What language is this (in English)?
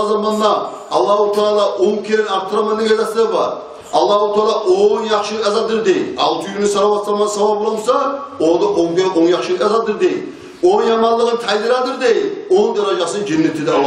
Kumyk